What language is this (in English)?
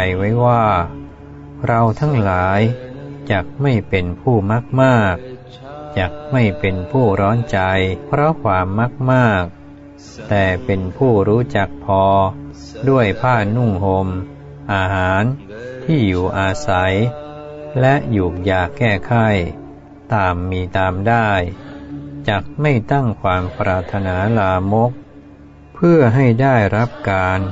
Thai